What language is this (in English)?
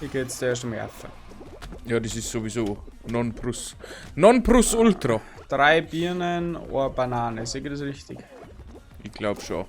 Bavarian